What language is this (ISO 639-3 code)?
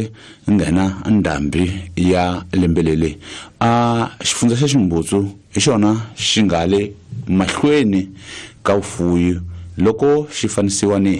tso